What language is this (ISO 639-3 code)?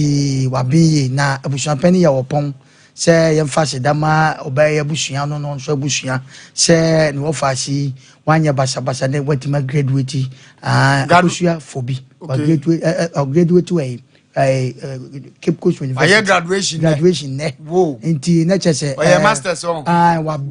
aka